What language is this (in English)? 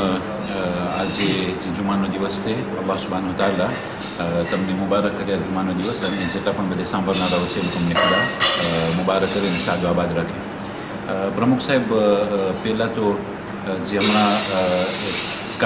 Gujarati